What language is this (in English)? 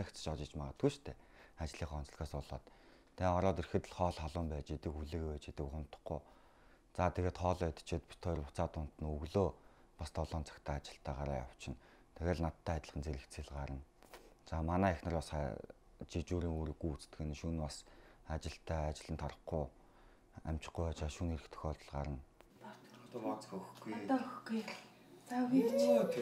Mongolian